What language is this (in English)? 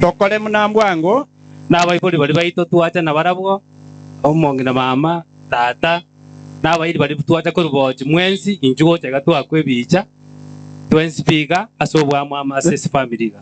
Gusii